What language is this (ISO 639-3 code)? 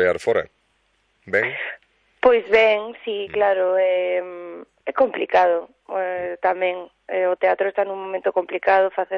glg